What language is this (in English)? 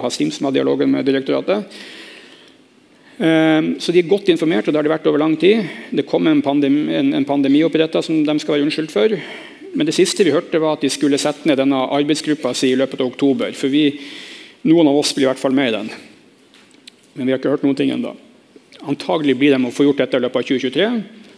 Norwegian